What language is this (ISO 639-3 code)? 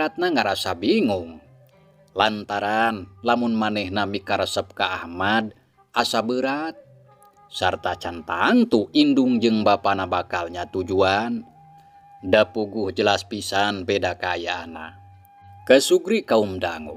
sun